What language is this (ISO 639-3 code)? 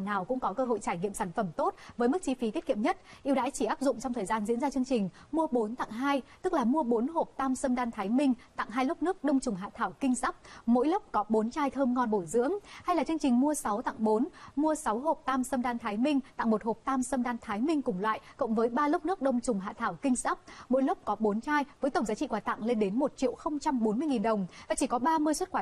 vie